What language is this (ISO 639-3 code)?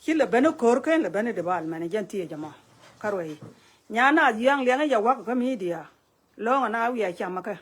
nus